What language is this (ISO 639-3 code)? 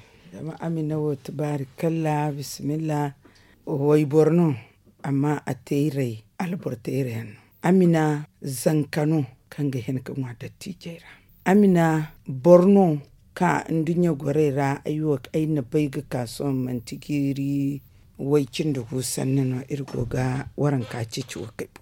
dje